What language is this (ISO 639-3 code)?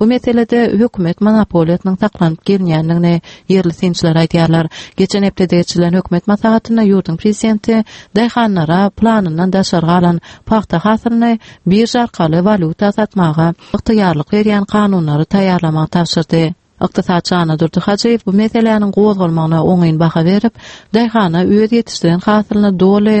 tuk